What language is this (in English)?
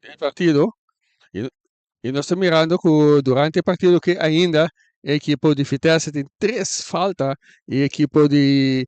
Papiamento